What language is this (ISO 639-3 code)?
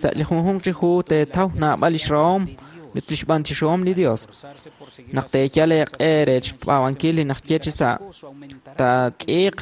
kek